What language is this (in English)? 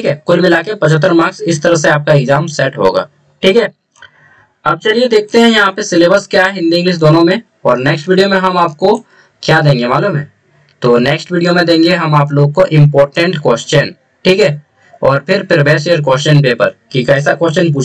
Hindi